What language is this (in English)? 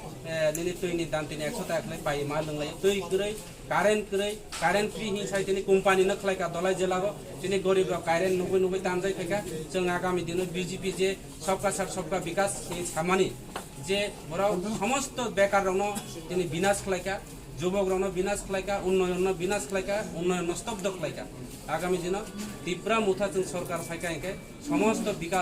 Kok Borok